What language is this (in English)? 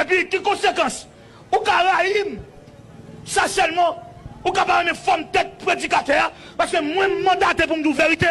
Haitian Creole